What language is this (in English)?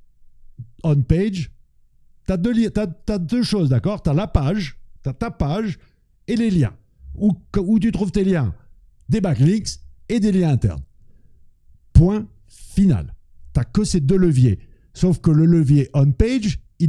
French